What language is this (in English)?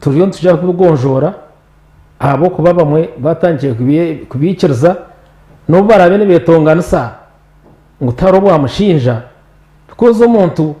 Nyankole